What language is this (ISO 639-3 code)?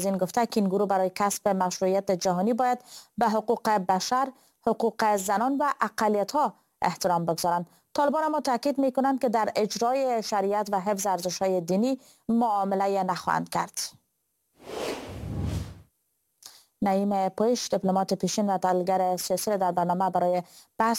fas